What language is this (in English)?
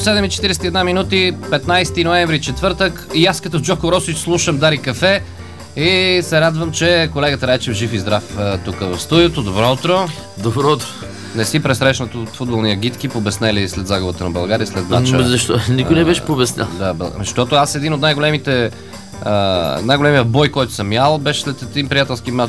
Bulgarian